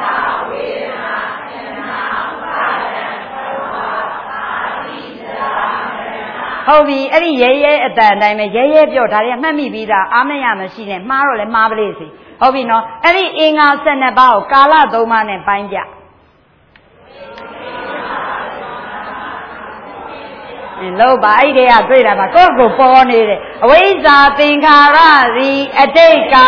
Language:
Burmese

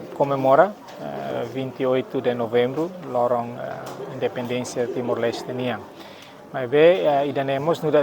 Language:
Tetum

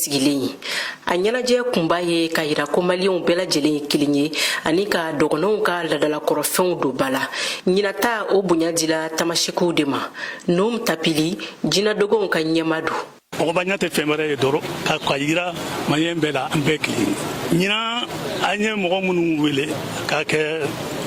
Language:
Bambara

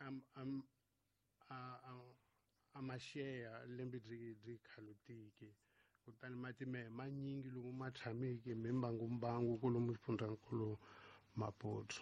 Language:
Tsonga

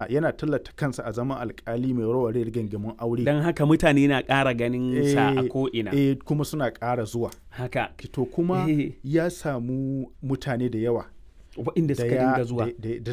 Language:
Hausa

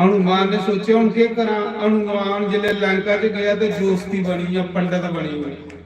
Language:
Dogri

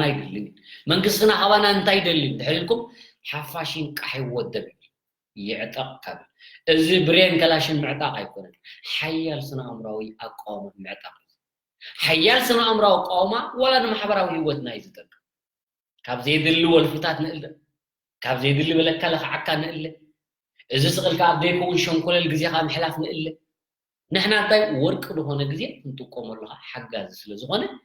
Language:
Tigrinya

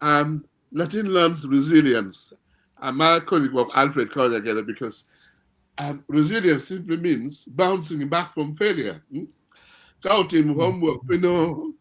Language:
Acoli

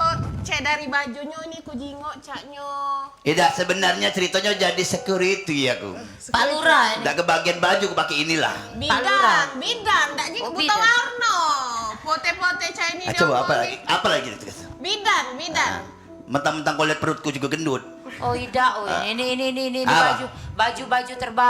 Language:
Musi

